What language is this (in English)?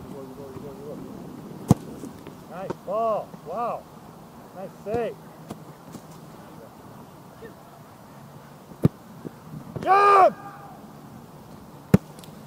English